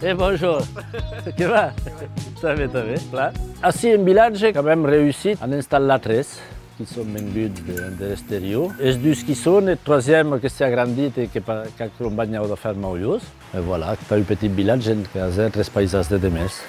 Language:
Occitan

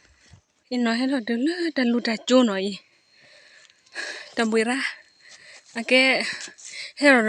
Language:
S'gaw Karen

